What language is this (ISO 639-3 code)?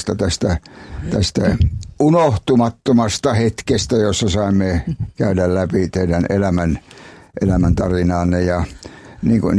fin